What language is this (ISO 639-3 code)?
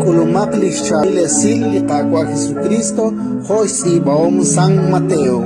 kek